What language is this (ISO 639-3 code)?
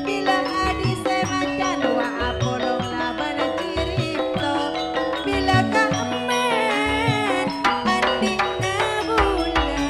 mad